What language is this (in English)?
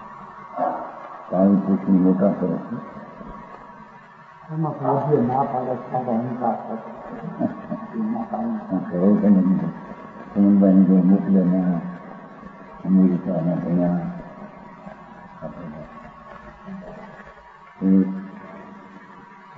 Gujarati